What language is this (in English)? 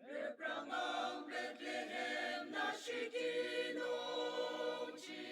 Ao Naga